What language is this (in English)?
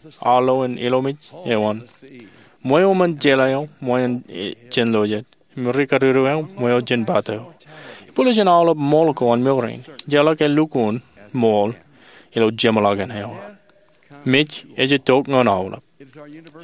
Marshallese